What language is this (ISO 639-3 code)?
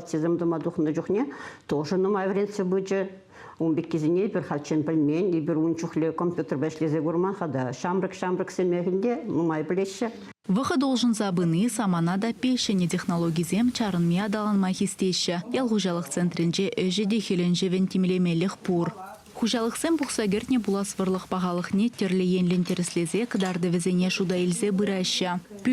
chv